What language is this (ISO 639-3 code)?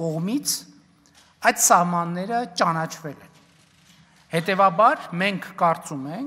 hye